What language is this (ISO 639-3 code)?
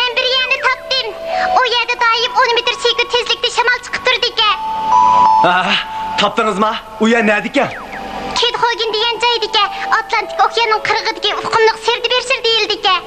uig